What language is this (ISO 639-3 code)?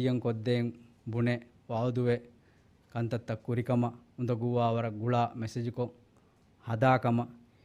div